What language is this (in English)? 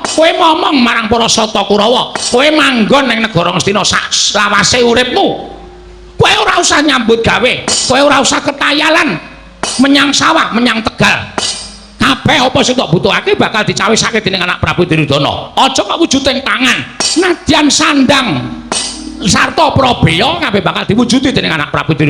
Javanese